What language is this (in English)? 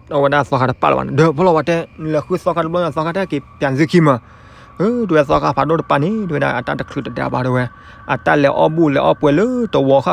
S'gaw Karen